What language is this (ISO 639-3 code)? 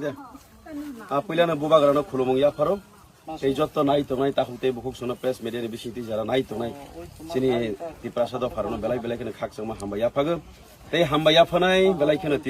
trp